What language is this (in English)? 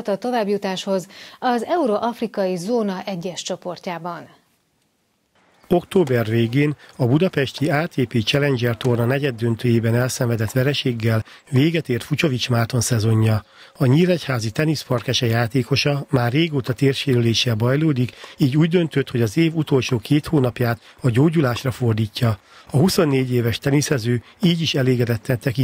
Hungarian